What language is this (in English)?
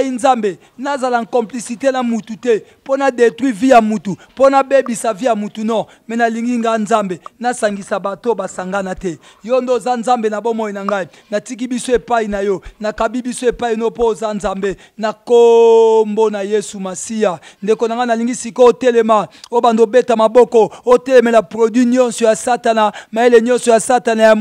Lingala